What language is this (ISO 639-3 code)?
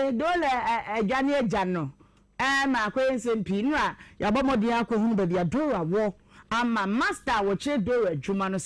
aka